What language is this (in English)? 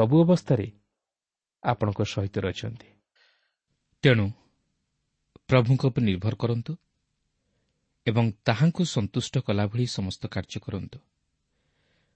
Odia